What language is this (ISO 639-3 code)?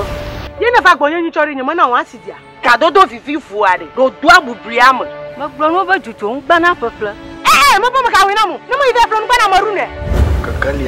ewe